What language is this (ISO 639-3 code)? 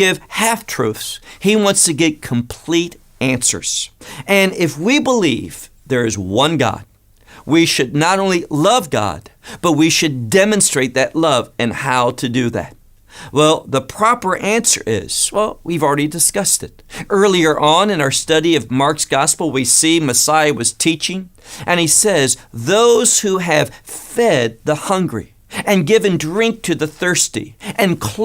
eng